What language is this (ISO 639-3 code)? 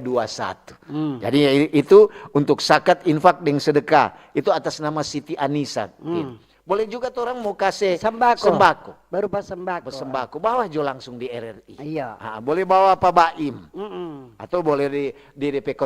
xmm